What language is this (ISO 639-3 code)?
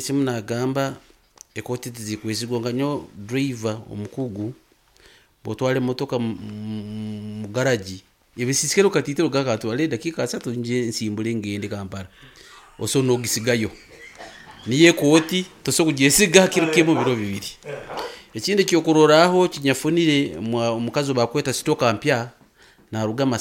nyo